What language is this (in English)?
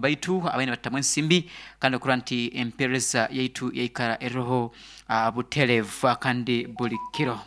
Nyoro